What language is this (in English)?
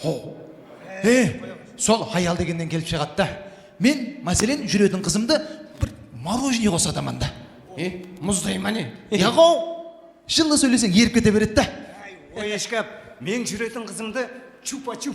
Kara-Kalpak